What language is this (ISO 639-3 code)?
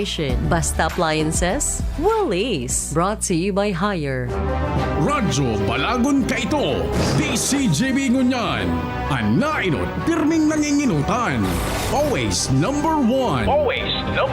bik